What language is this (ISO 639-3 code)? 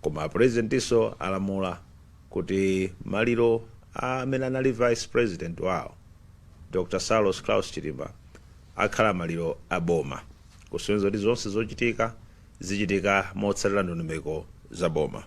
nya